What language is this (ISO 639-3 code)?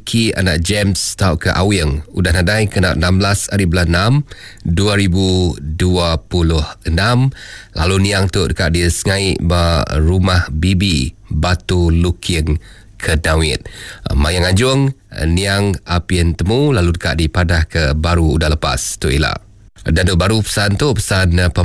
iba